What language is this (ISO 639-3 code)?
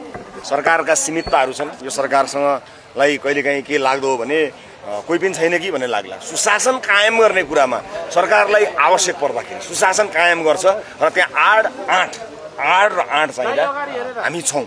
nep